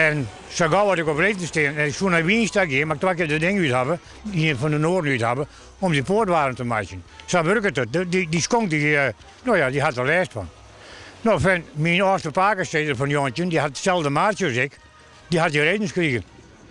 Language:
Western Frisian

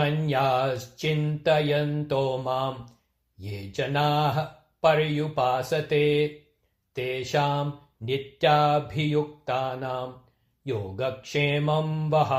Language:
Sanskrit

